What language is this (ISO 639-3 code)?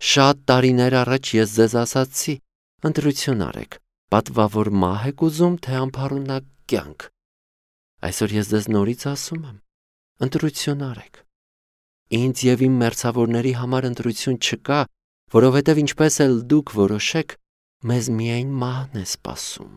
hye